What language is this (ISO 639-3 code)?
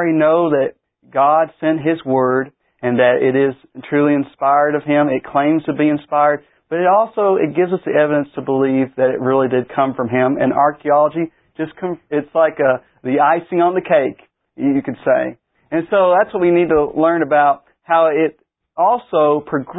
eng